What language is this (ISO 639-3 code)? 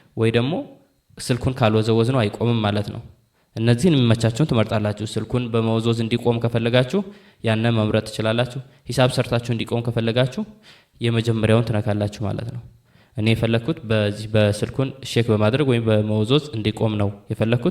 amh